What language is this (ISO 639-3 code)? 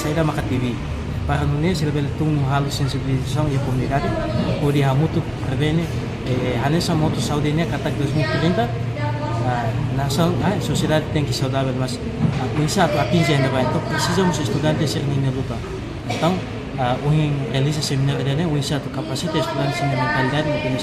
tet